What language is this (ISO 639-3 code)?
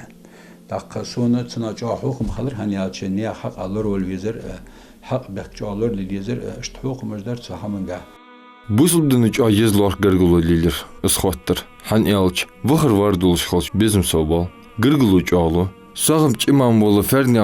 inh